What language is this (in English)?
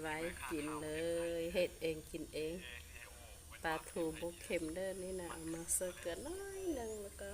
Lao